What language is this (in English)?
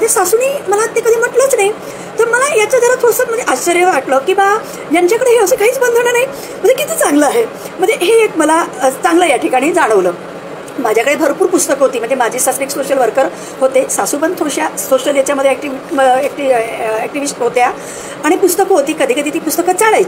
Marathi